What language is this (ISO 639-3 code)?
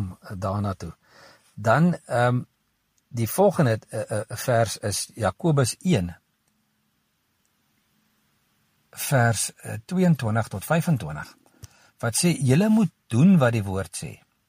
afr